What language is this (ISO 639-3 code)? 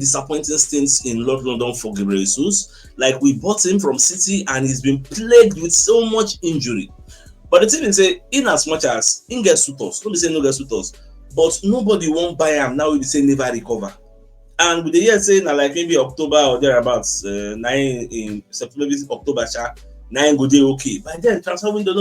pcm